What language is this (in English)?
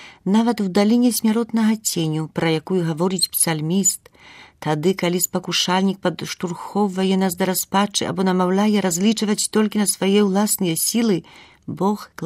Belarusian